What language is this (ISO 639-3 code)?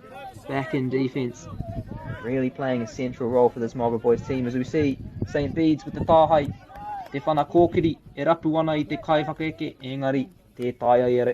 mri